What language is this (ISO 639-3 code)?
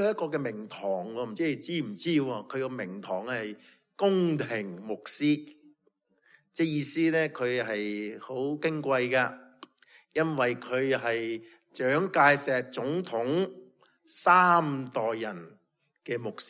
yue